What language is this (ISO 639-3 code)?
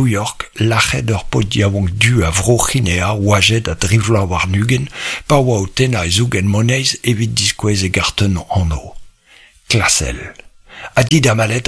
bre